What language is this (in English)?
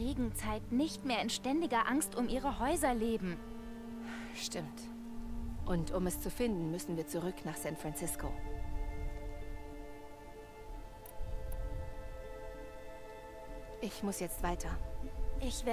German